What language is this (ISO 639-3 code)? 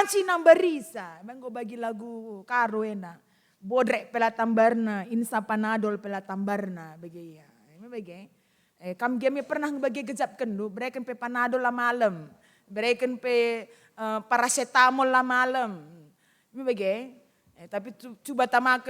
btx